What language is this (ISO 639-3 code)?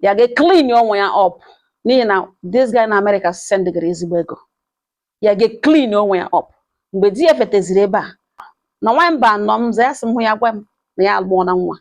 ibo